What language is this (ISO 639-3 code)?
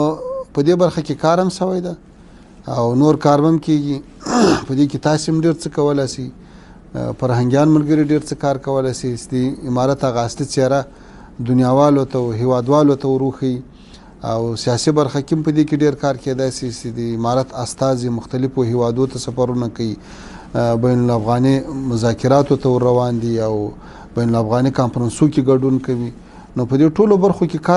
pus